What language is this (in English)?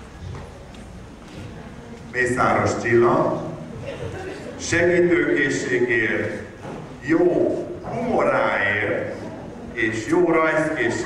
Hungarian